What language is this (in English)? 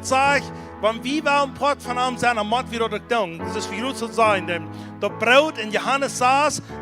Plautdietsch